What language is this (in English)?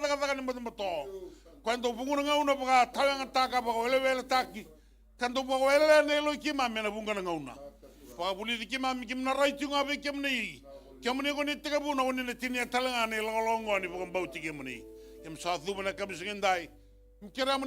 Fijian